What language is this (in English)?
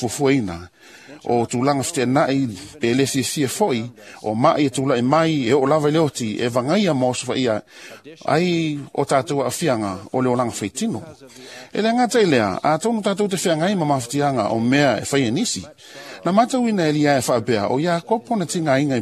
Samoan